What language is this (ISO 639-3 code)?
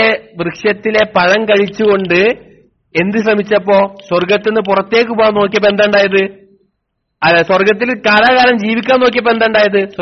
mal